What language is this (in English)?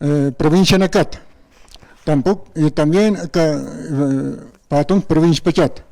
Aymara